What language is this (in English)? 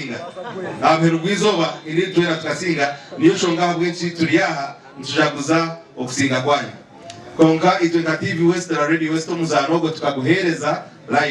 Nyankole